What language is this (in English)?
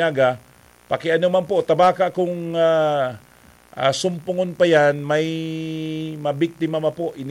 Bikol